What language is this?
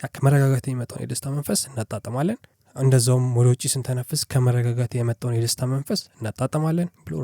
Amharic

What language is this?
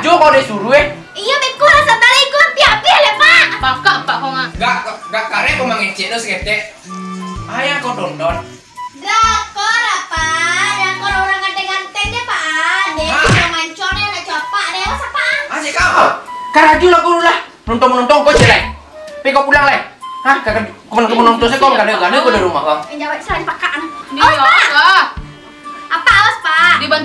Minangkabau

